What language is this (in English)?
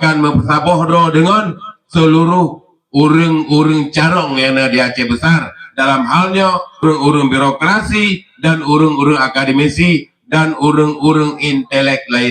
Achinese